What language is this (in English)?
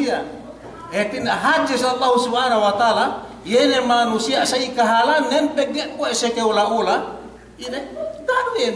Yakan